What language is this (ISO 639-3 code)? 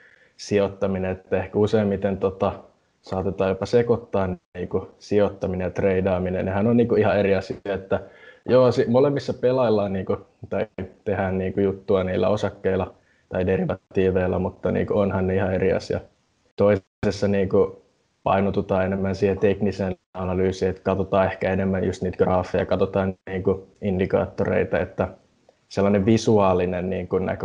fin